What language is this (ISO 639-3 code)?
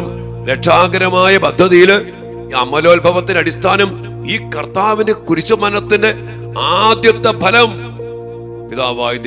mal